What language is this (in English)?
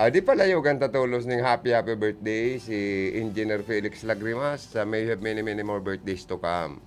Bikol